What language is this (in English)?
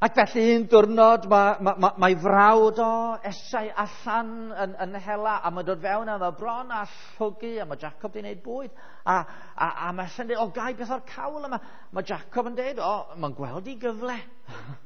Welsh